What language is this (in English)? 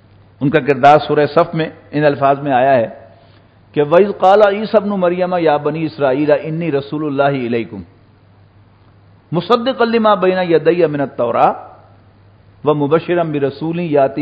Urdu